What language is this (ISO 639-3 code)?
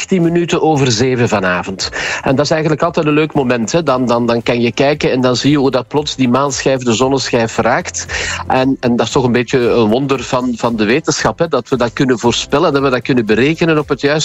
nld